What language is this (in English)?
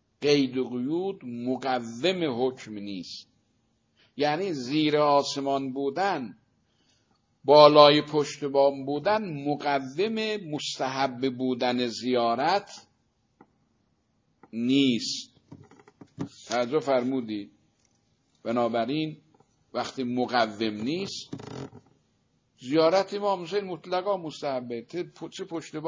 Persian